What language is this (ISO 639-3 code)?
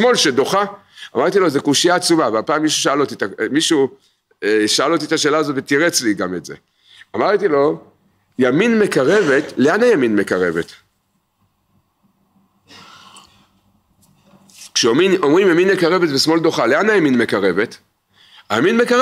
heb